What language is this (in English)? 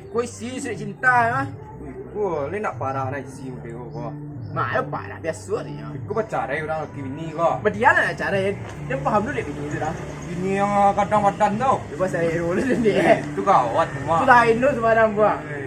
Minangkabau